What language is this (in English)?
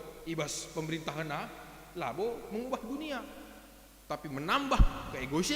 Batak Karo